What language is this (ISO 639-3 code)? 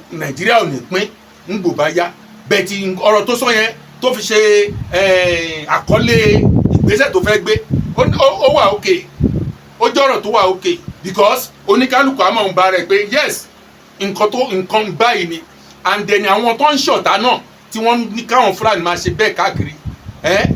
yor